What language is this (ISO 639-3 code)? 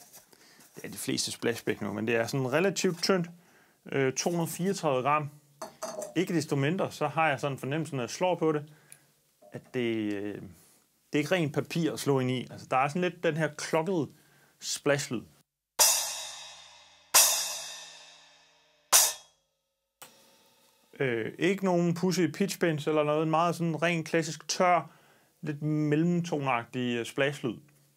dan